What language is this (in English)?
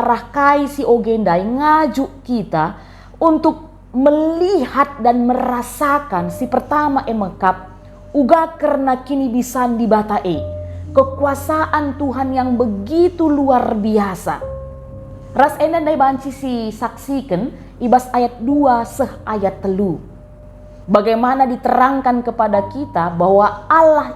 Batak Karo